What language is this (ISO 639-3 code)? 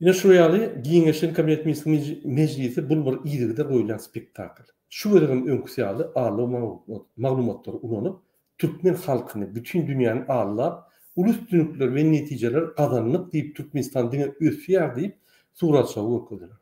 tuk